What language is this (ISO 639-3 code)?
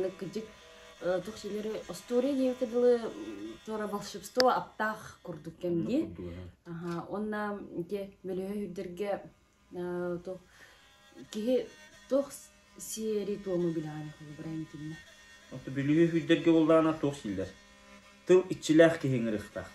sah